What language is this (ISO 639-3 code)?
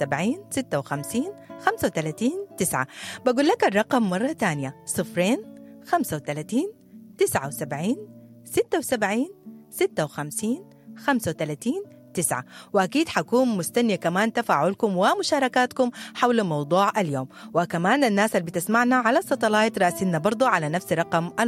apd